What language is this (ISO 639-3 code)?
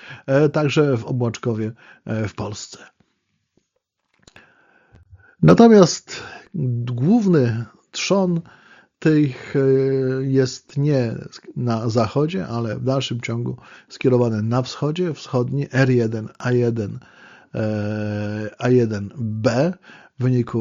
pol